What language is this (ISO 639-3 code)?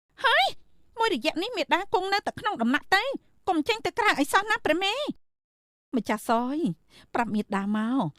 khm